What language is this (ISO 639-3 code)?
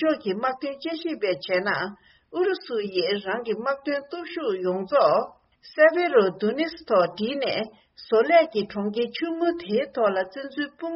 bod